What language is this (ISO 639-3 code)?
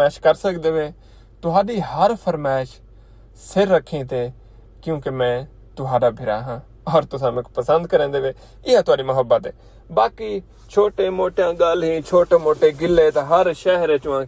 skr